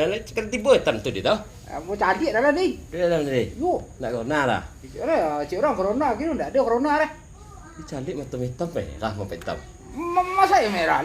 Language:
Minangkabau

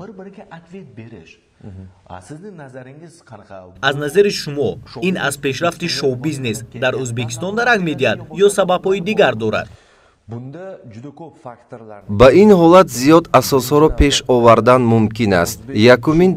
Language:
Tajik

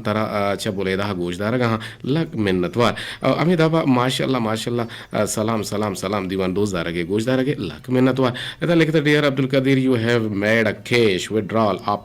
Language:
Eastern Balochi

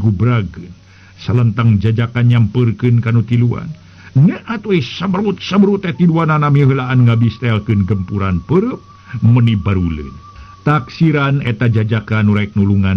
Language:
Sundanese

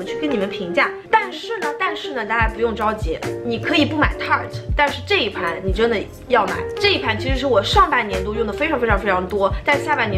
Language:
Chinese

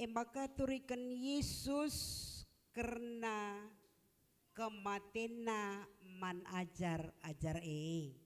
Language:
Batak Karo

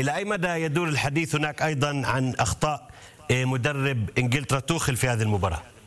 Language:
Arabic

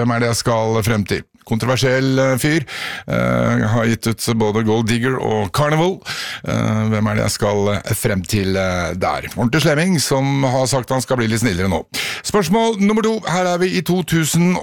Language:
Norwegian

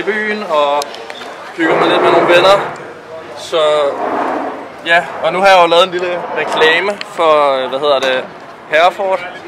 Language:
Danish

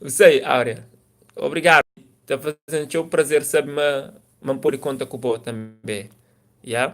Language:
Kabuverdianu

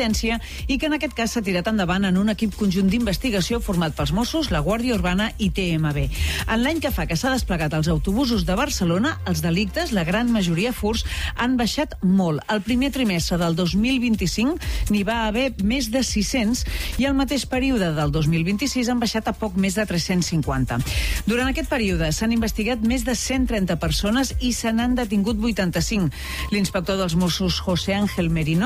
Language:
Catalan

